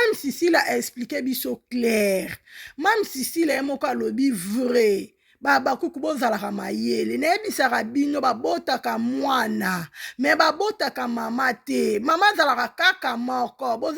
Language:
Lingala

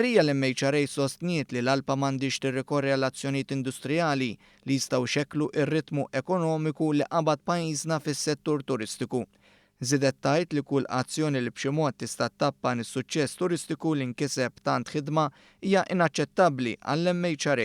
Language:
Maltese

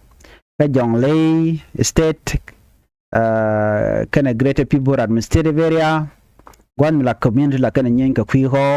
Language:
Nuer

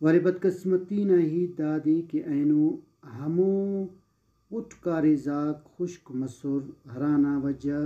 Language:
Brahui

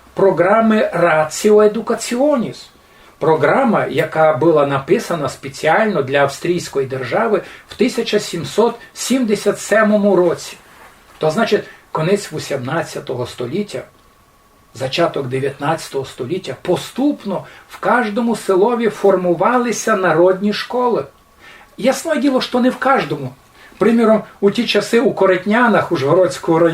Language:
Rusyn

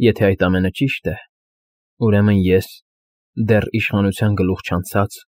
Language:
Armenian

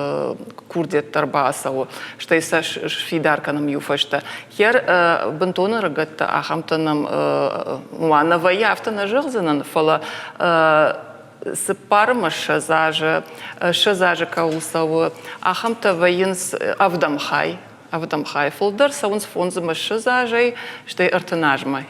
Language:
Ossetic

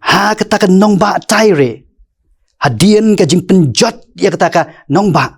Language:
Khasi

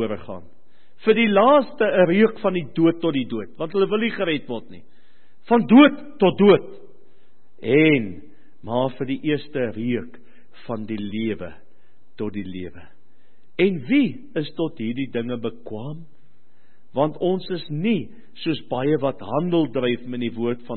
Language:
Afrikaans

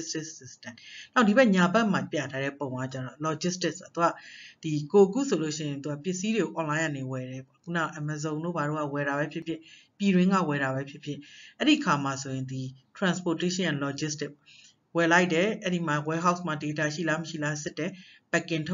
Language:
Burmese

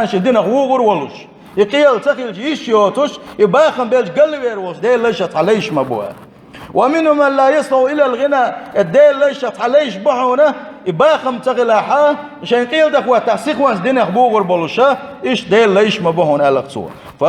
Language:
Chechen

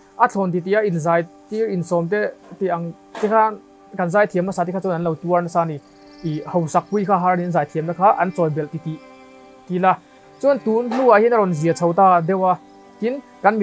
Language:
Mizo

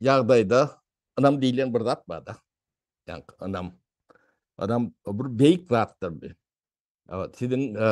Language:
Turkmen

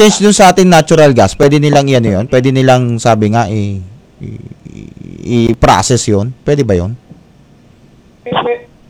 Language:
Filipino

